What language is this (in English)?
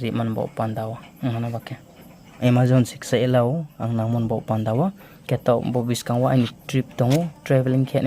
Riang (India)